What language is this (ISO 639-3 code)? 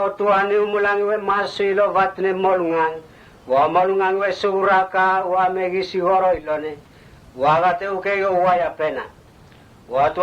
mtt